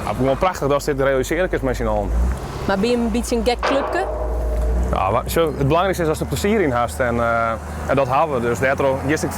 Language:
Western Frisian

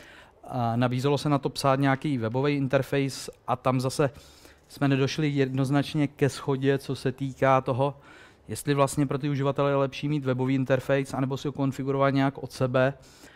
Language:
Czech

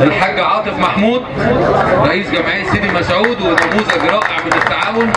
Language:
Egyptian Arabic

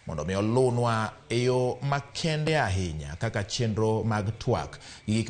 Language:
Luo (Kenya and Tanzania)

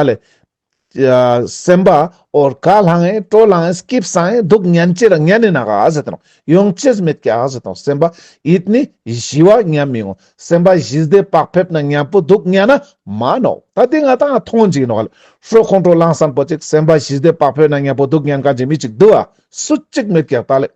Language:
Ladakhi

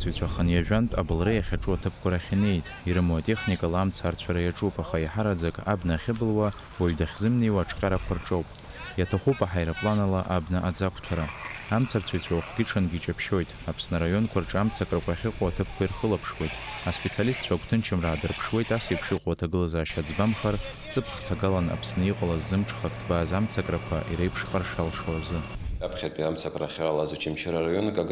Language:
Abkhazian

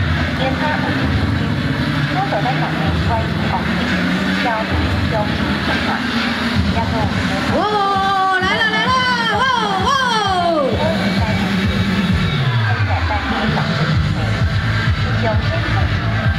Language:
Min Nan Chinese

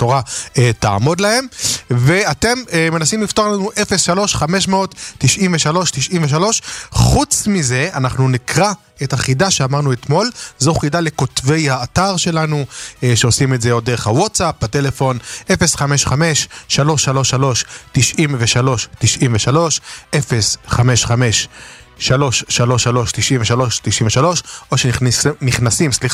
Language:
Hebrew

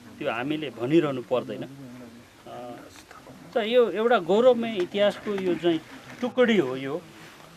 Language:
Nepali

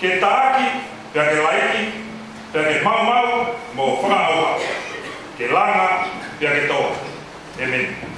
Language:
Tongan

